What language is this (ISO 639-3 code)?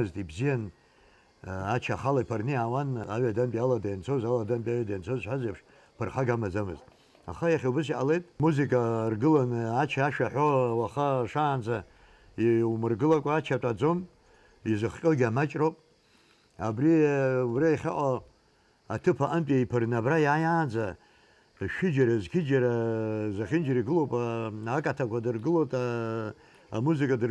abk